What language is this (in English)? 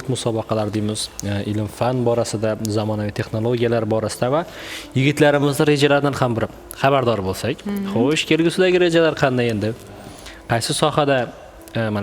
Uzbek